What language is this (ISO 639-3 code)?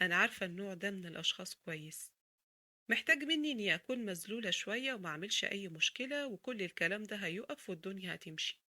arz